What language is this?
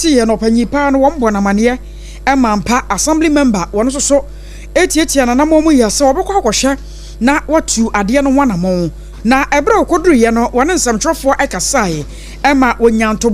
Akan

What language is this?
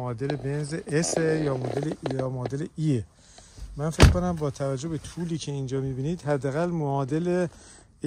Persian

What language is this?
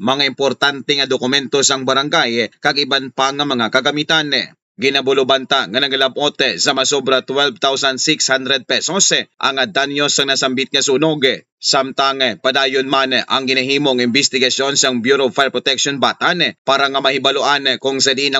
Hiligaynon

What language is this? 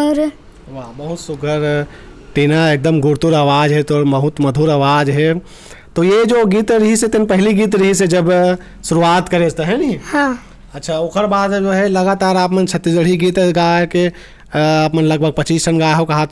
Chhattisgarhi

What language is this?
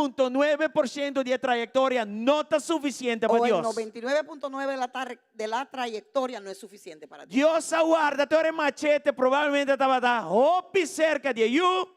Papiamento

